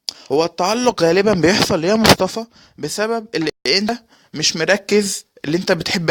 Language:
Egyptian Arabic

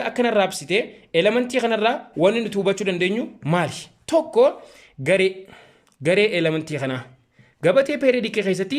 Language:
Oromo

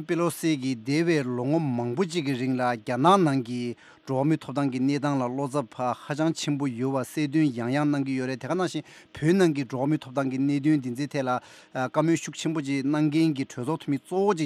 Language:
Tibetan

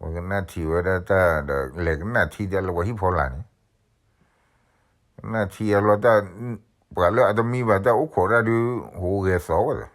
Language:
S'gaw Karen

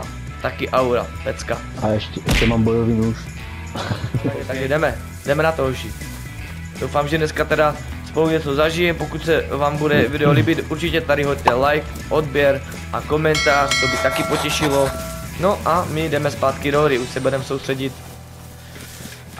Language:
Czech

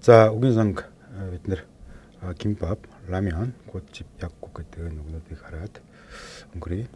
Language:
Mongolian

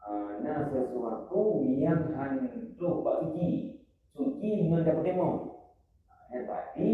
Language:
Achinese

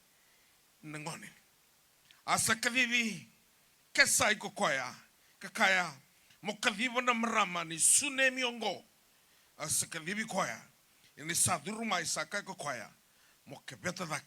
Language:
Fijian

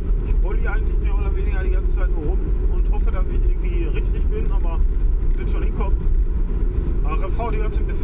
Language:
German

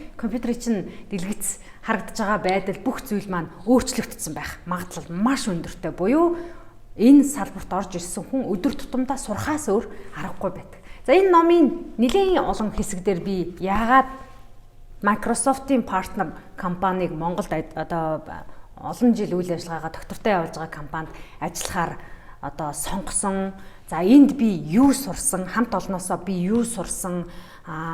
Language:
Mongolian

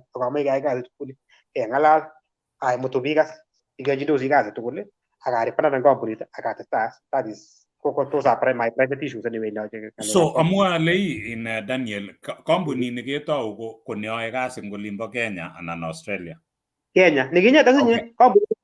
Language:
Kalenjin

